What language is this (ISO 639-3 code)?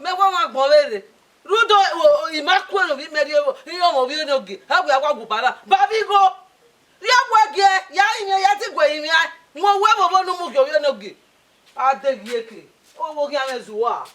bin